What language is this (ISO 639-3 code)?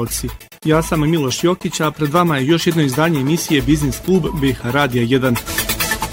bos